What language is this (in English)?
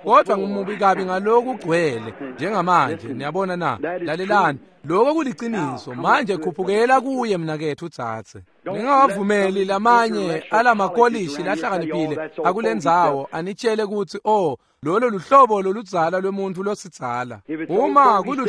Swati